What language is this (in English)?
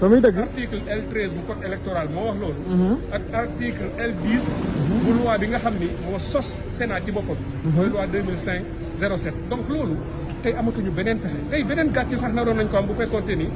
Wolof